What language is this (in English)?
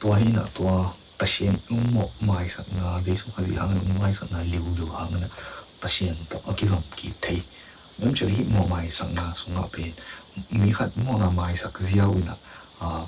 Tedim Chin